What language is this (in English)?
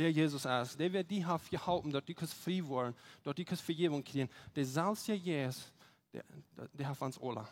Plautdietsch